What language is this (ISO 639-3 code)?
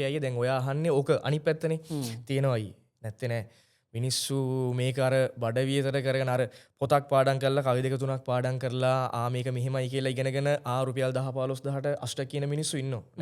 sin